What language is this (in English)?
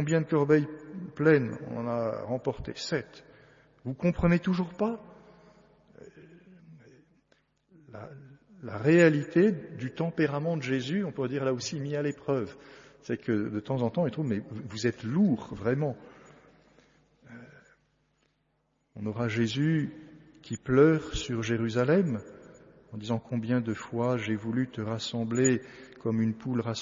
French